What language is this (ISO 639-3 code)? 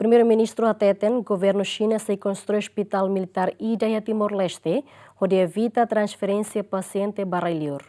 tet